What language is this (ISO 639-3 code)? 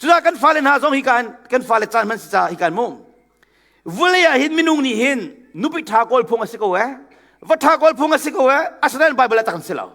cnh